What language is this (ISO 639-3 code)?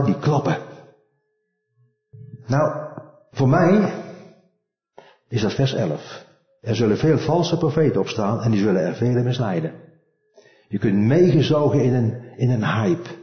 nld